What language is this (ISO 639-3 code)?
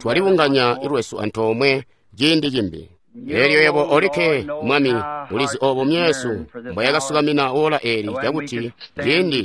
toi